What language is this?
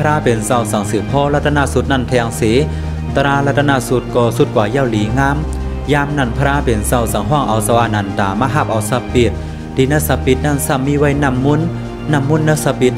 Shan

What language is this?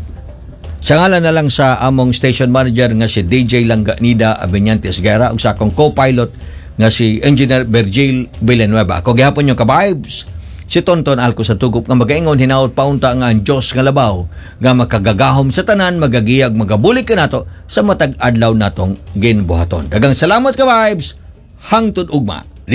Cebuano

